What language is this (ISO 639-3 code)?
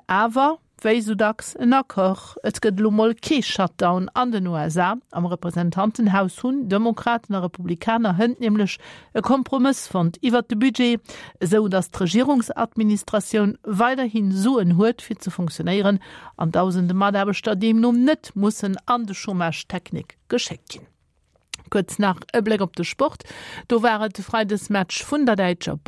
ltz